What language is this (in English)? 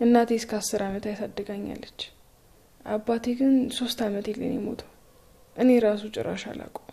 Amharic